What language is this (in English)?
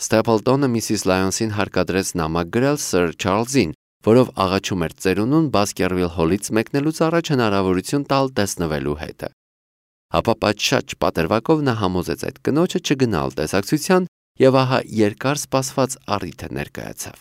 Armenian